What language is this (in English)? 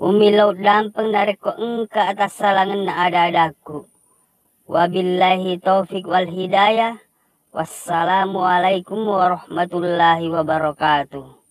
Buginese